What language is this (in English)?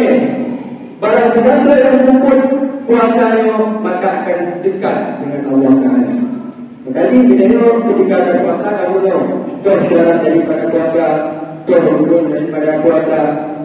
Achinese